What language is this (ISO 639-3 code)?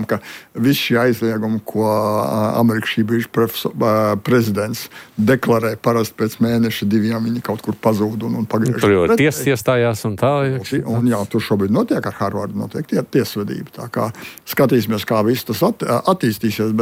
lav